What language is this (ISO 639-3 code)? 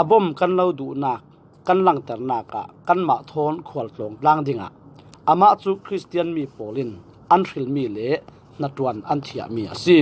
cfm